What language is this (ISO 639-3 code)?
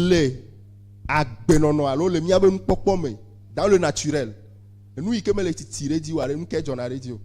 ewe